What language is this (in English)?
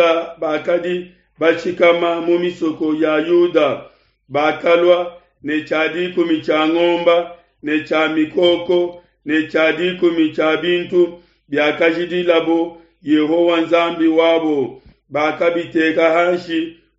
Luba-Lulua